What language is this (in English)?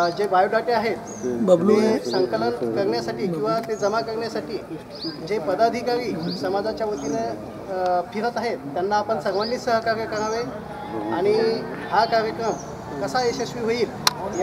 Marathi